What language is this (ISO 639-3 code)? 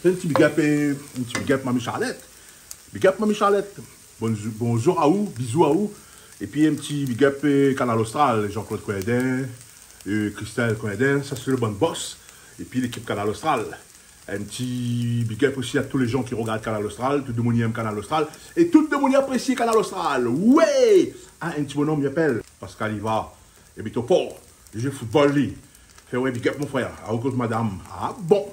rcf